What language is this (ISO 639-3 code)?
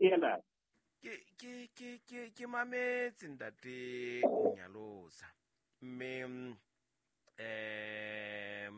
sot